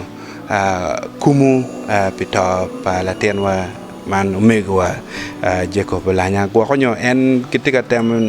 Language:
Acoli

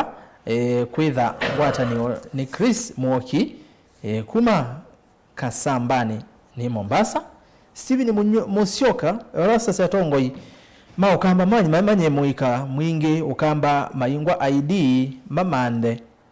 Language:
Kamba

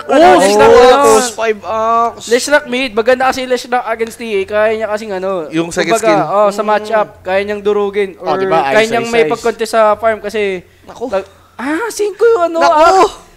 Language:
Filipino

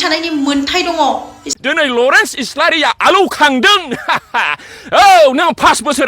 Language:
Bodo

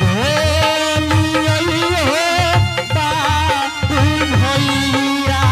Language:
Angika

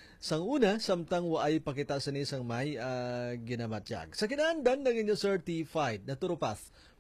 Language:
Hiligaynon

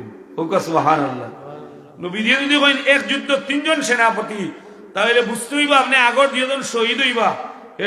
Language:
Sylheti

